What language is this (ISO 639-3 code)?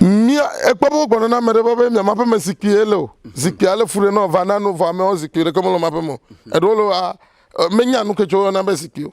ewe